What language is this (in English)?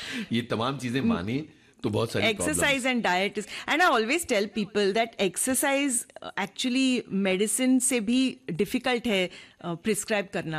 Hindi